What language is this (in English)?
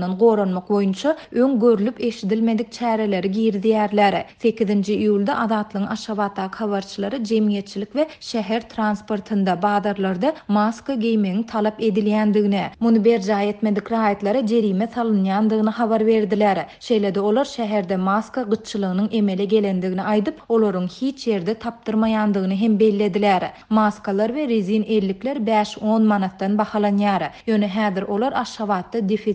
Turkmen